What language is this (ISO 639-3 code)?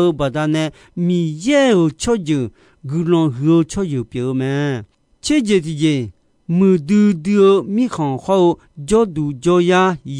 ahk